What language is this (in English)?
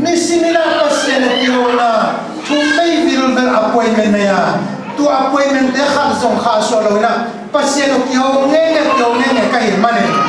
Tedim Chin